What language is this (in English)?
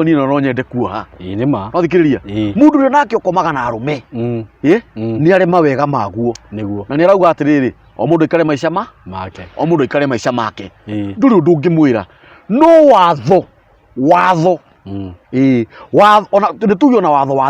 Kikuyu